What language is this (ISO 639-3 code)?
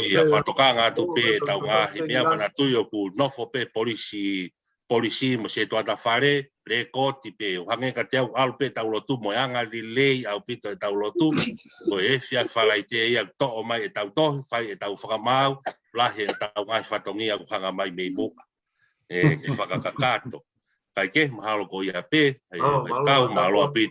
ton